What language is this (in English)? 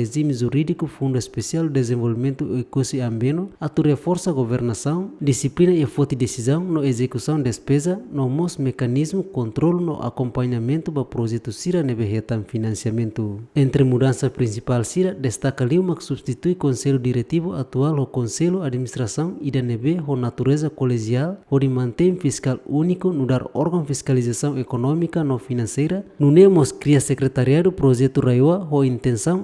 Tetum